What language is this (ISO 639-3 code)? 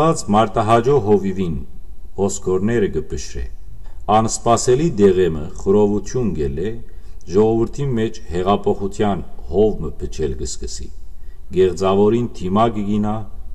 hyw